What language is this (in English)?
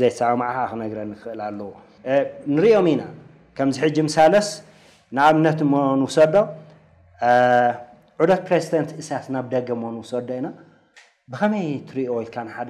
Tigrinya